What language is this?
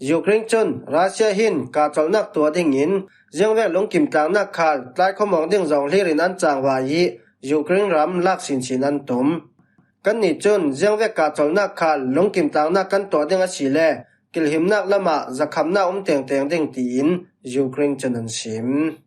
Falam Chin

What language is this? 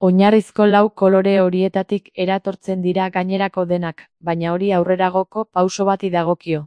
Basque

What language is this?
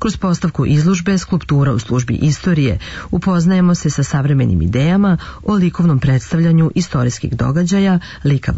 Serbian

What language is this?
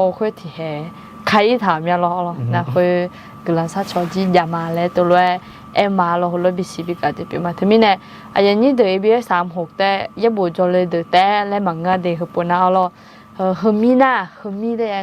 Akha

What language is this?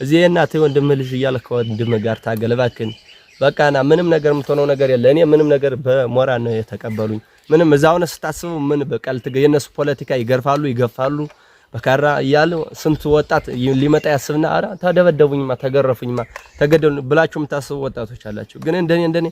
Amharic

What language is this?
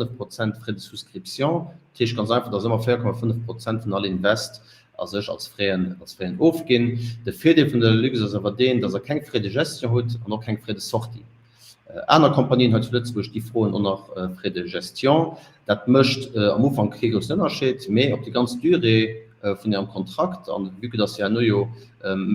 Luxembourgish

